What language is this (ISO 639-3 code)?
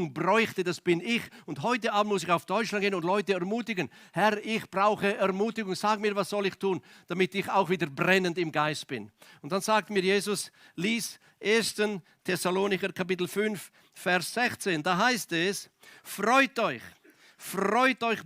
gsw